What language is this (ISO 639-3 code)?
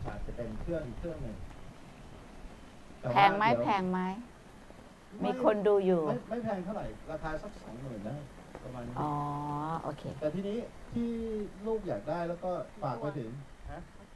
tha